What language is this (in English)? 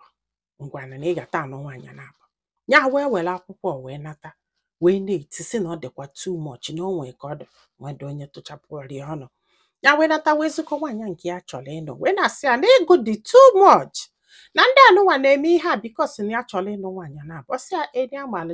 Igbo